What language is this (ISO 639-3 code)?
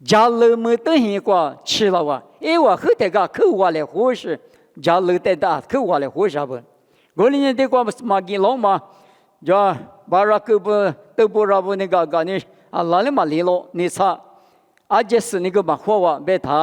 lis